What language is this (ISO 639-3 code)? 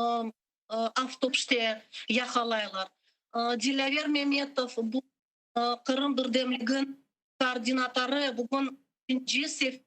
crh